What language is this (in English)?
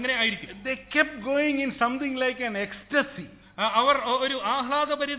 Malayalam